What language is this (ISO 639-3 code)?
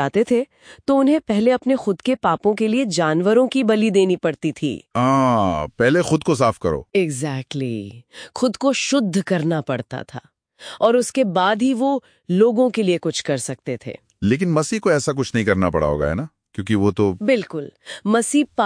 hin